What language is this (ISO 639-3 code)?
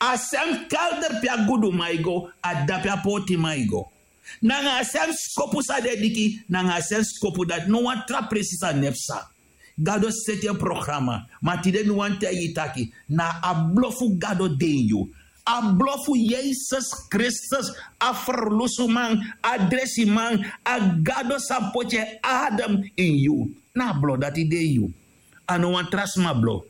srn